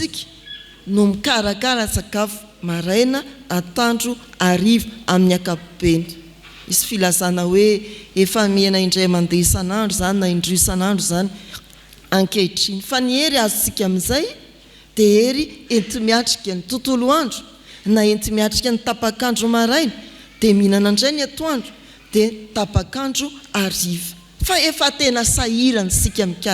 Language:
Malagasy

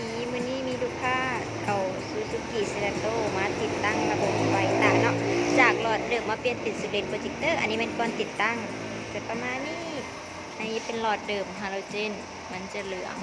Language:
Lao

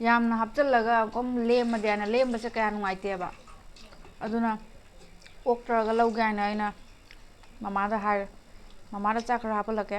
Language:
Manipuri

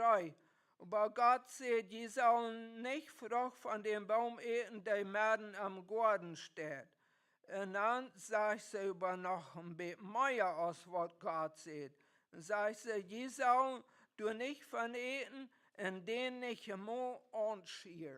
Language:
Plautdietsch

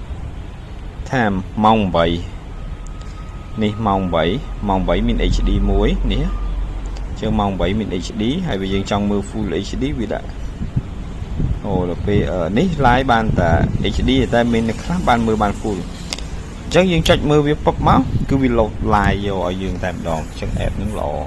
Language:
Khmer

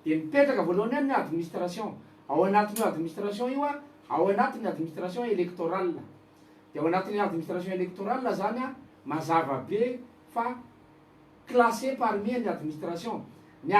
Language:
Malagasy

